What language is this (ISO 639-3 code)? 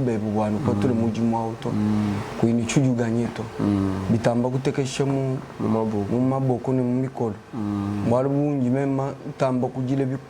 lua